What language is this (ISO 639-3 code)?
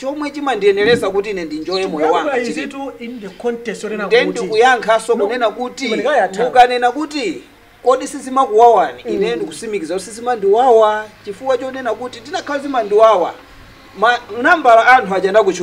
nya